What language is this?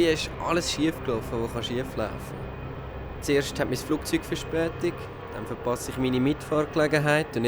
Swiss German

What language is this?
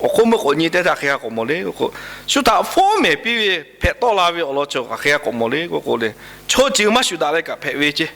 Lahu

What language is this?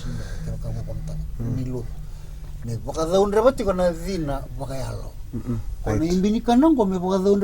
Fijian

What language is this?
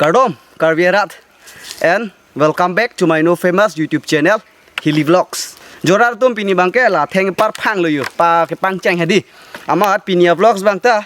Karbi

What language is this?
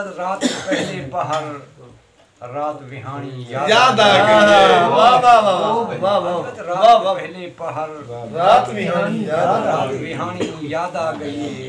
Saraiki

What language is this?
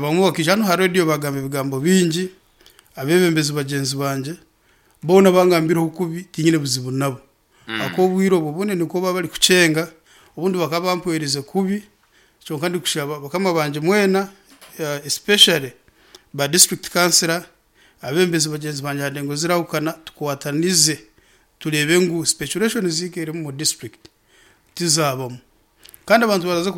Nyankole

